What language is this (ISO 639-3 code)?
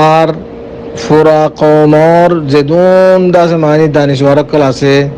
rhg